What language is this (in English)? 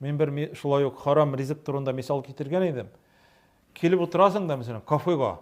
Tatar